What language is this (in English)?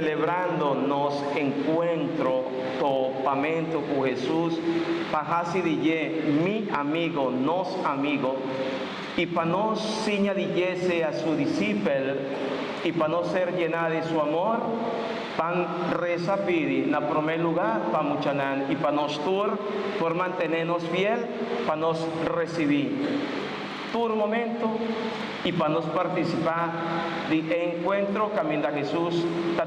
Papiamento